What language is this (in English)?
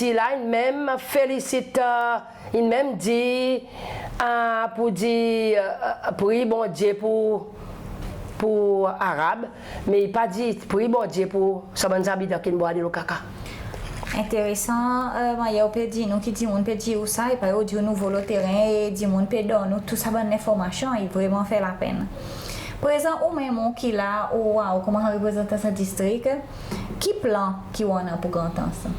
Seselwa Creole French